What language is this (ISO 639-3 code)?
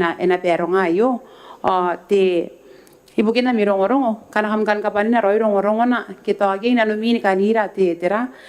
gil